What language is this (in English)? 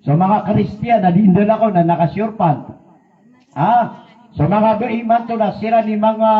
Maranao